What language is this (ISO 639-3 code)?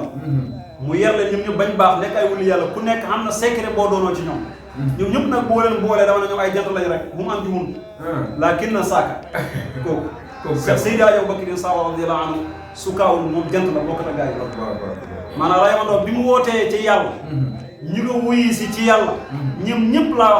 wol